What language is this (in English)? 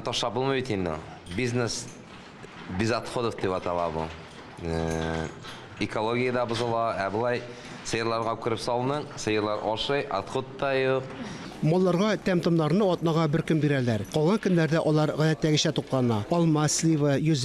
Tatar